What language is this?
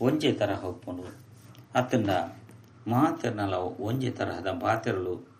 Tulu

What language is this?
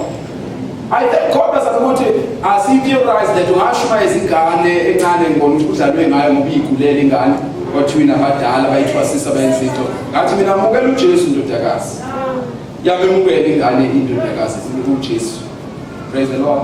Zulu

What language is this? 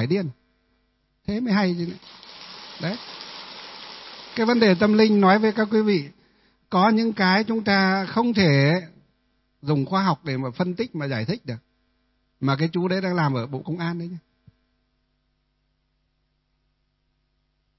Vietnamese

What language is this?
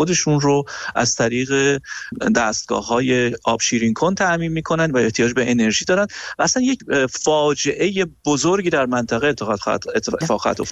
Persian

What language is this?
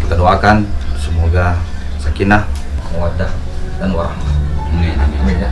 Makassar Malay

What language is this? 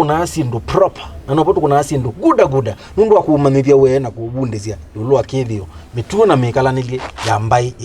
Kamba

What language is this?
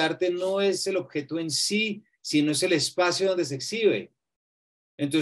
Spanish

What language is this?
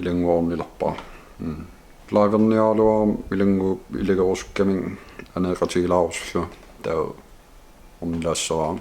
Kalaallisut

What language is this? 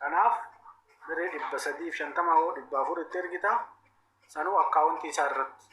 Oromo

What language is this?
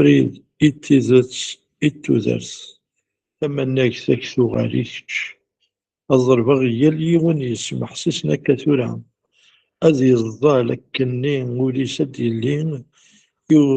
Kabyle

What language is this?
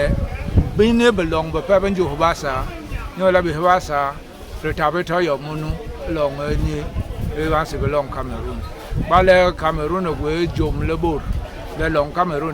Basaa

